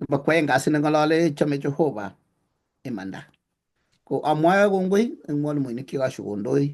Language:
Kalenjin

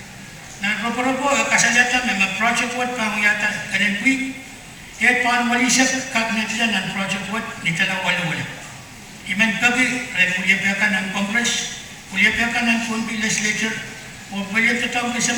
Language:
Pohnpeian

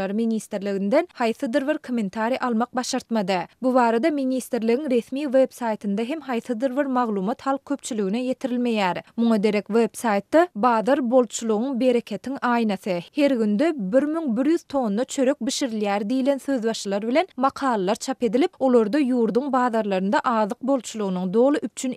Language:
Turkmen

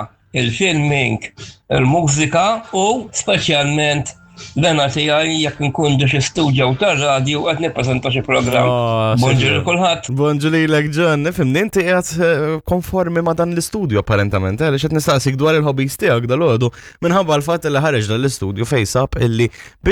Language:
Maltese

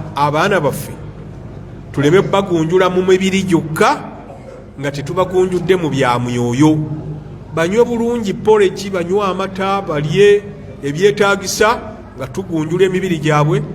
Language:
Ganda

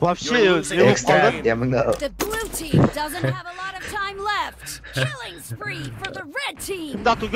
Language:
Kara-Kalpak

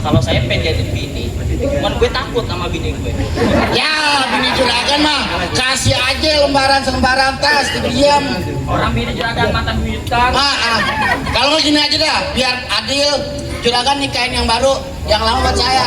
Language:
Betawi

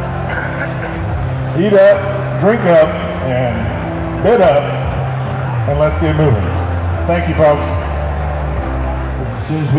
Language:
English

